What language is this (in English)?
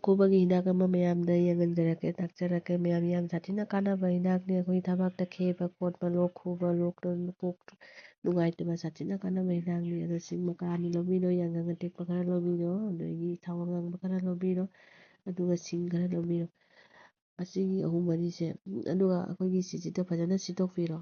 Manipuri